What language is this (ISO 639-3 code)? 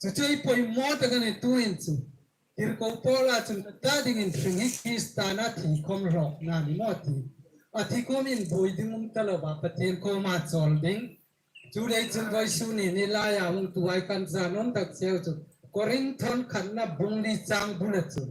hmr